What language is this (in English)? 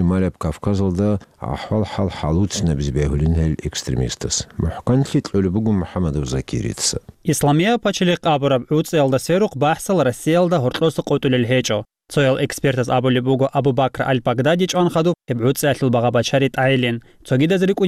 Avaric